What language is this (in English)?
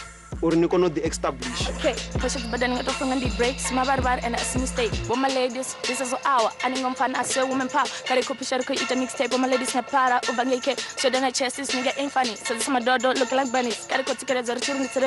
Venda